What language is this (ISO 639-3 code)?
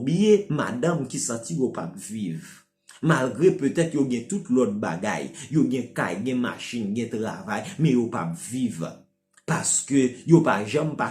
hat